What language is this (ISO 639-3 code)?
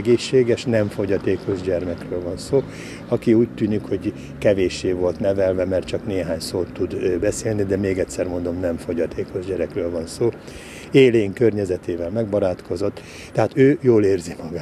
hun